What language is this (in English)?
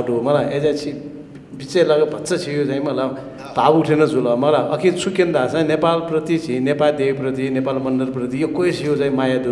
Newari